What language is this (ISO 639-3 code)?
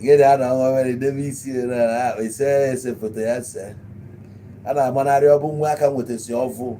ibo